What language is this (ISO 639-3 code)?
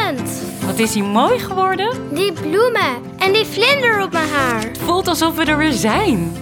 nld